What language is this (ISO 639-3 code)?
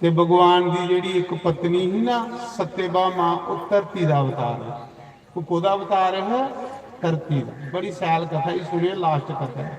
doi